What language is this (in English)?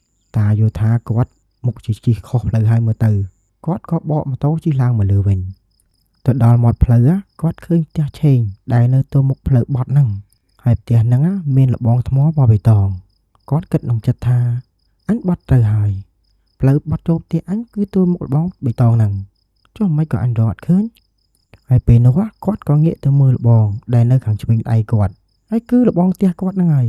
Khmer